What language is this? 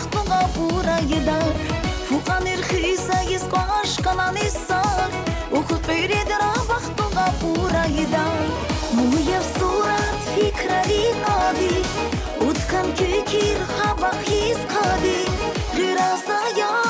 Tabassaran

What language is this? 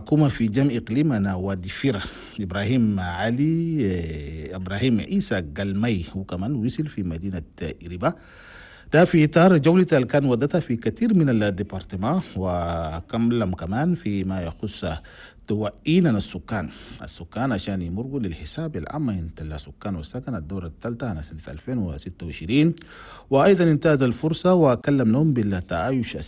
Chadian Arabic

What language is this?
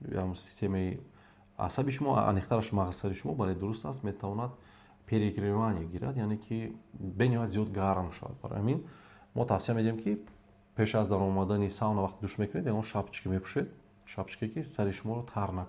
Tajik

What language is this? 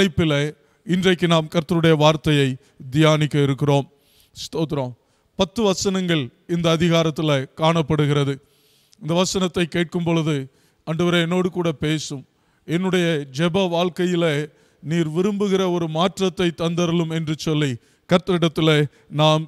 Tamil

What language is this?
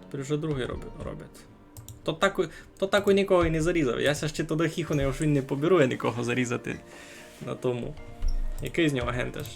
Rusyn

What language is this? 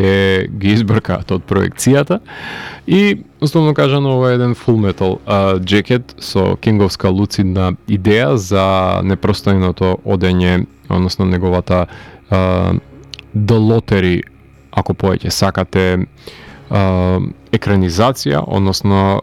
Macedonian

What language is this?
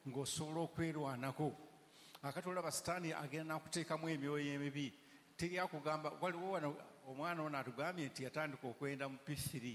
Ganda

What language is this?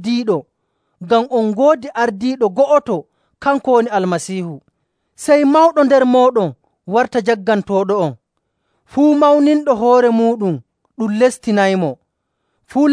Nigerian Fulfulde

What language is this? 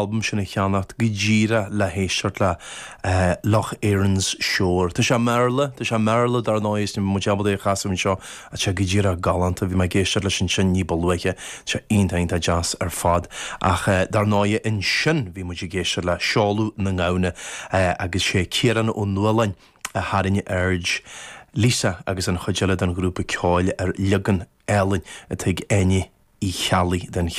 Irish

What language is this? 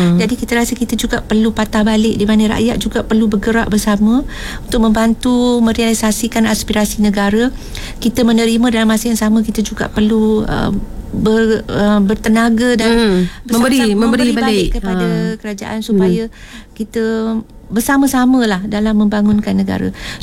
Malay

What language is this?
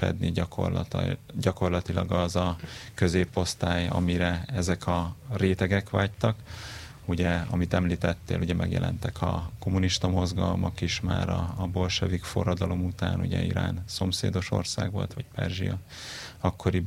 Hungarian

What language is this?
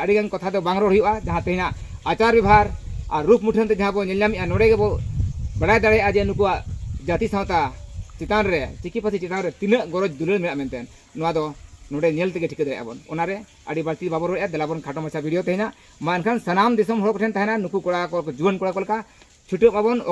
Santali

